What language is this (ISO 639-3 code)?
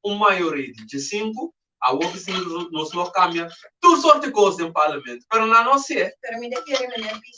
pap